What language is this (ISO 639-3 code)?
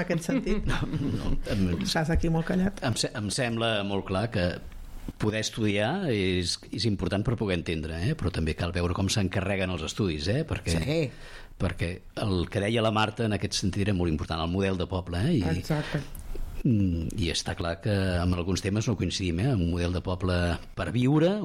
cat